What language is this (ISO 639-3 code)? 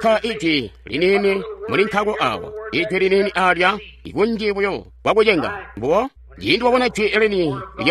toi